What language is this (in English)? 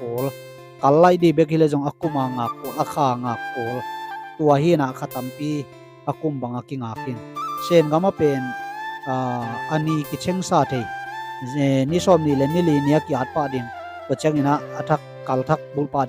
Tedim Chin